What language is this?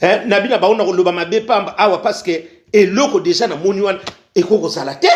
Lingala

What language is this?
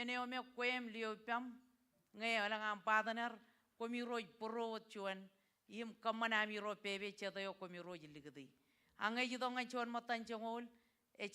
Marshallese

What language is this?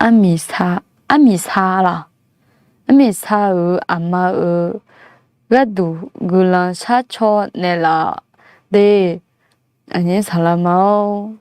Akha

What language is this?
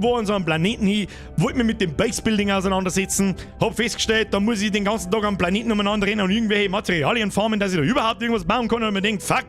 Bavarian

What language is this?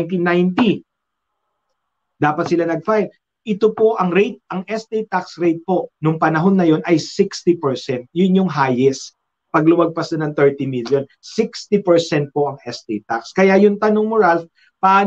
Filipino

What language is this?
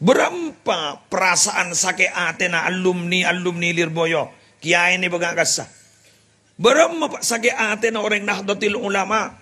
Madurese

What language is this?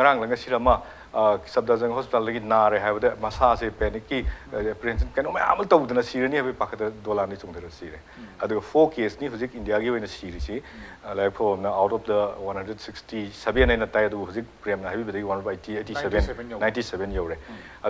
Manipuri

